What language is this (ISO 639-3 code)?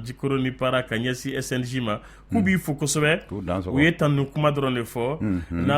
bam